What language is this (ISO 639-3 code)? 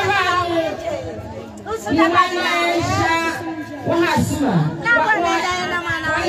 swa